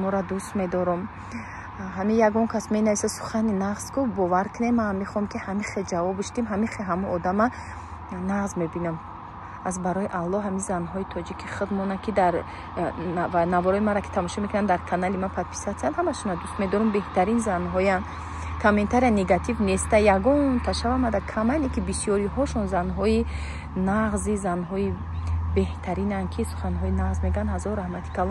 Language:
Tajik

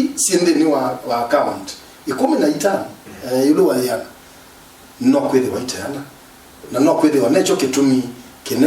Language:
Kamba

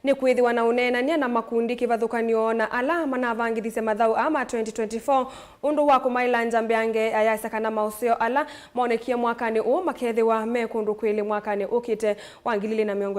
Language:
Kamba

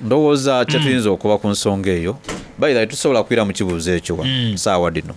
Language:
Soga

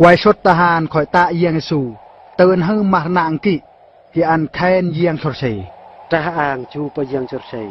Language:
Eastern Bru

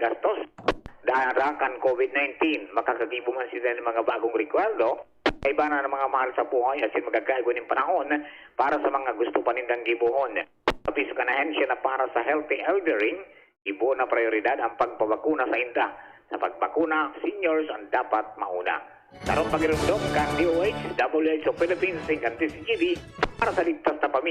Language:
Bikol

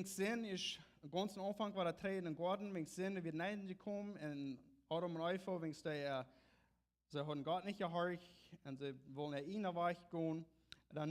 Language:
Plautdietsch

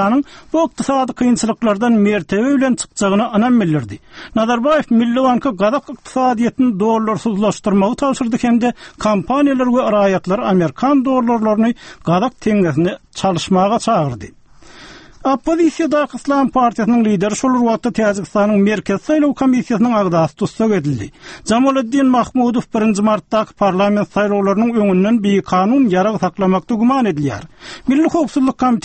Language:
Turkmen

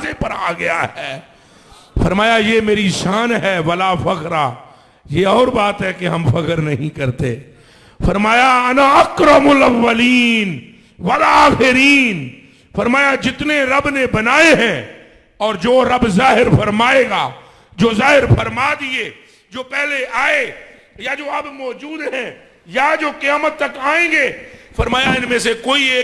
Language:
Urdu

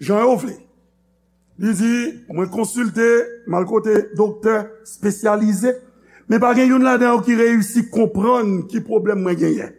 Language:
Haitian Creole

